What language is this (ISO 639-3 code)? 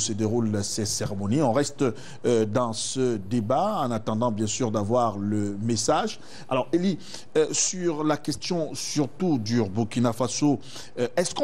fra